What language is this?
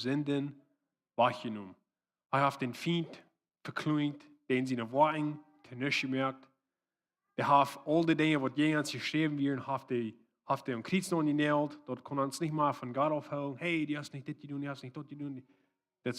Plautdietsch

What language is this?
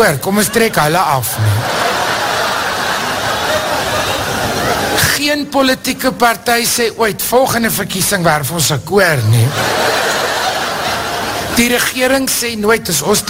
Afrikaans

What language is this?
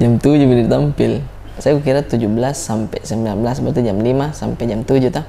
Makassar Malay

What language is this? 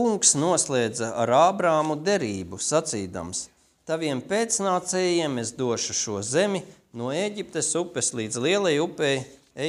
Latvian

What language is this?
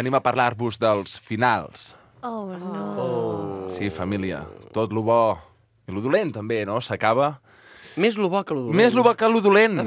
Catalan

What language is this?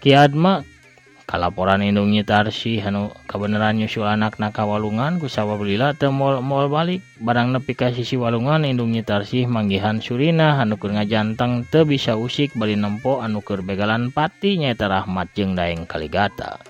Sundanese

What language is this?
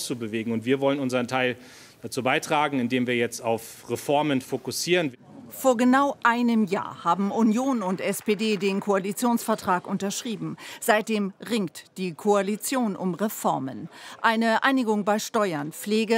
German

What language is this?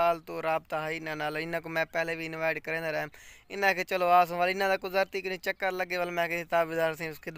Saraiki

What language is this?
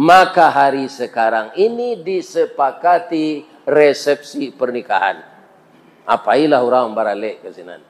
Minangkabau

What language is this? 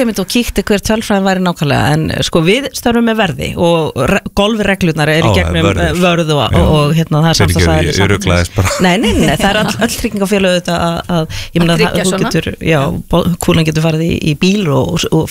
Icelandic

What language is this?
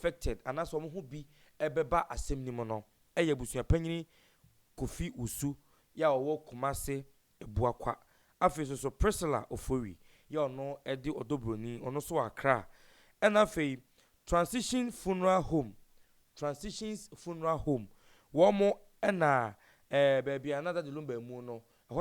Akan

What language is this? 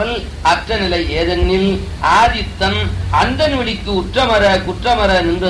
Tamil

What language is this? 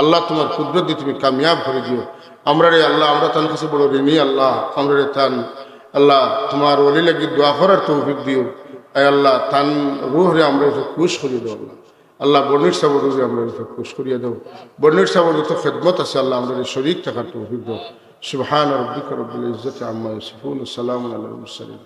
Sylheti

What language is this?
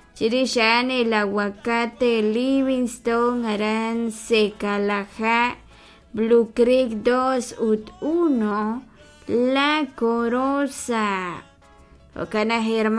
Kekchí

